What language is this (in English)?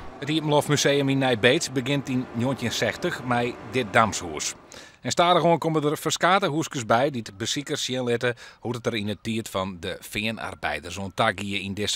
Western Frisian